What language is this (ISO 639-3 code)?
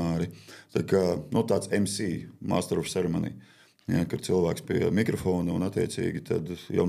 lav